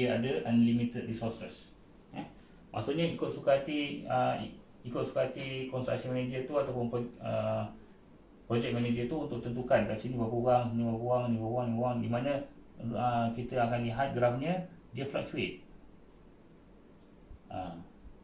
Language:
Malay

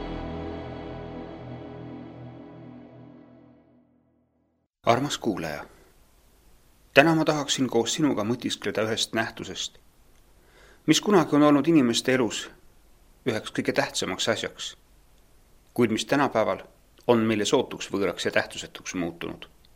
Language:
Estonian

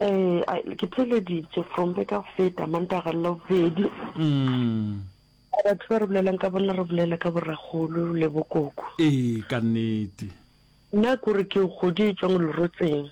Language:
Northern Sotho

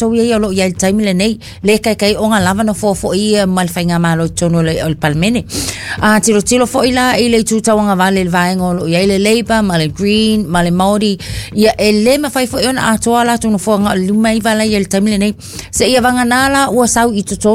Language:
Samoan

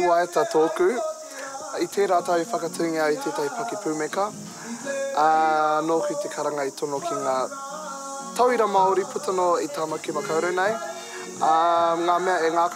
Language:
Māori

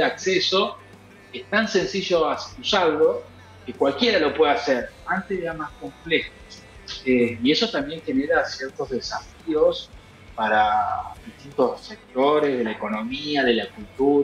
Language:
Spanish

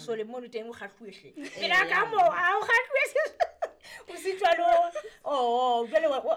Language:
Southern Sotho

